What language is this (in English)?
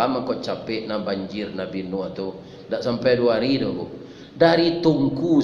Minangkabau